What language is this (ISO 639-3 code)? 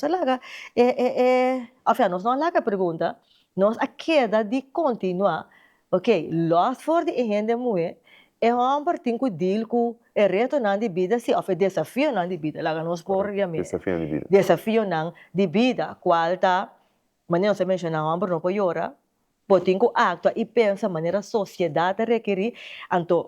pap